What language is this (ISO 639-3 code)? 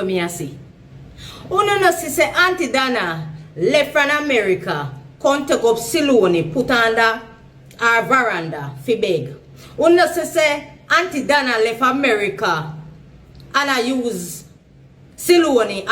jam